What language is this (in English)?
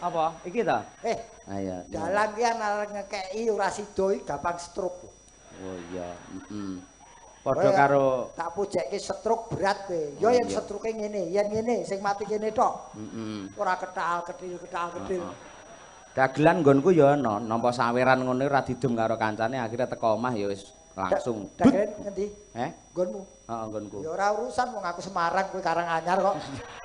Javanese